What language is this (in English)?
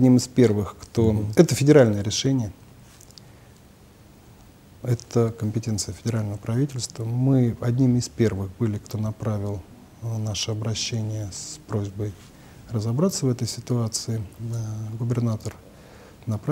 Russian